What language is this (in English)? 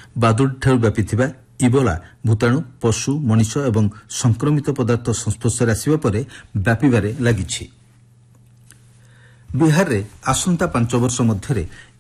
Odia